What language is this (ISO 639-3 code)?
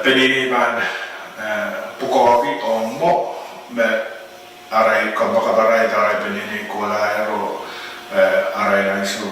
pon